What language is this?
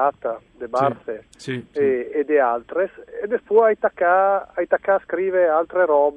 Friulian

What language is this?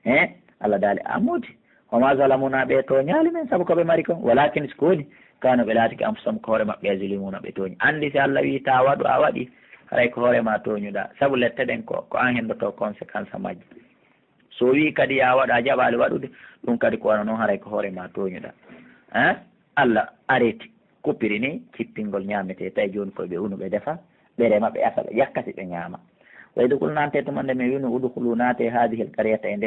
Pular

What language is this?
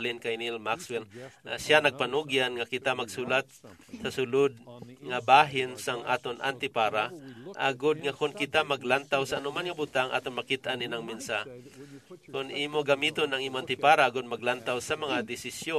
Hiligaynon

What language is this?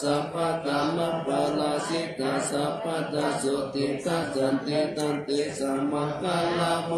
Pali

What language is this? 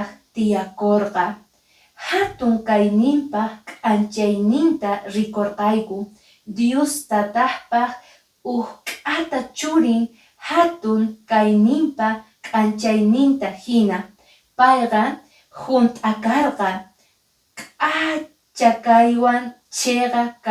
Quechua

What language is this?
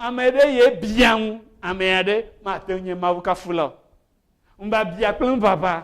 Ewe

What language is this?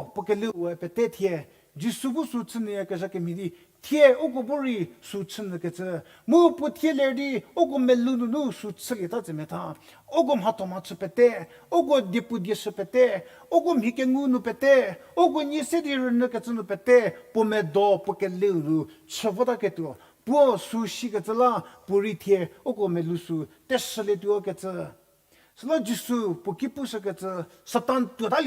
Angami Naga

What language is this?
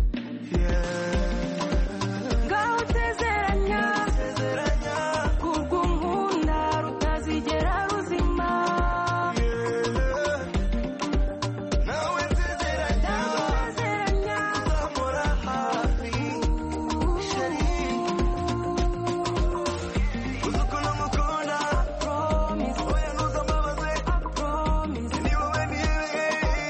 Kinyarwanda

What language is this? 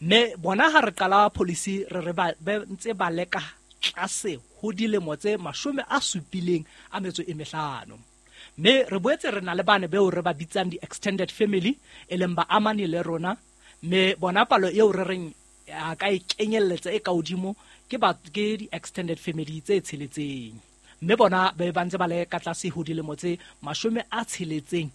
Southern Sotho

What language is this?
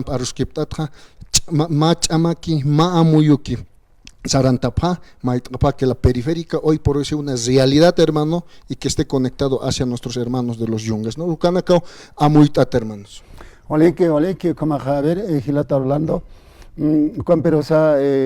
Aymara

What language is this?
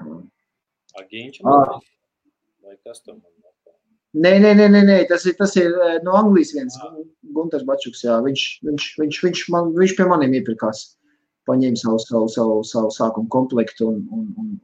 Latvian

